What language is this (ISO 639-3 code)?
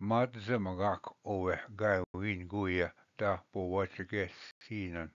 oji